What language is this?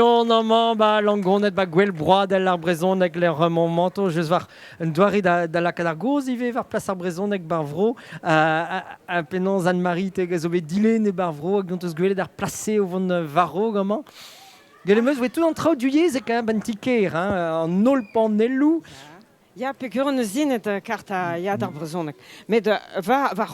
Breton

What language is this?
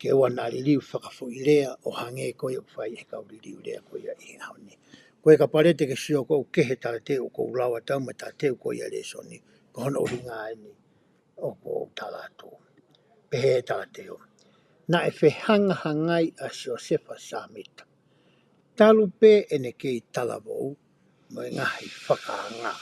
Tongan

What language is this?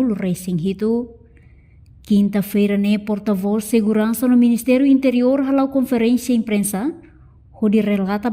Tetum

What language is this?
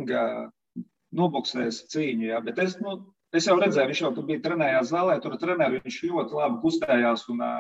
Latvian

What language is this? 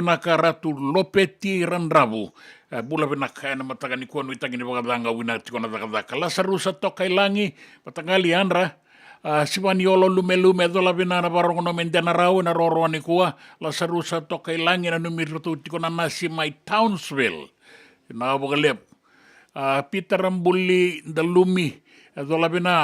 Fijian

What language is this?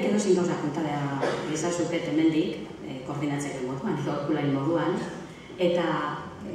Basque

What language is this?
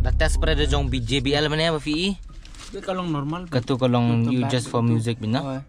Khasi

